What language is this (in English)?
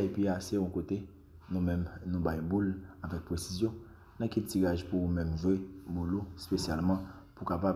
Haitian Creole